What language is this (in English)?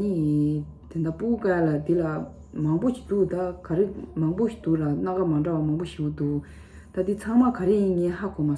Tibetan